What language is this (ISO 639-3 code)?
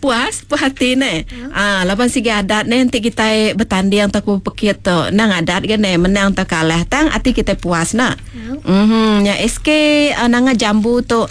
iba